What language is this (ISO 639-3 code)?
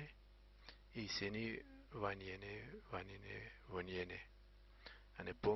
zza